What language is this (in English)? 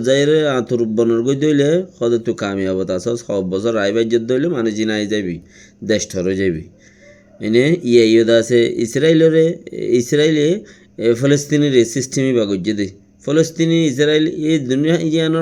Rohingya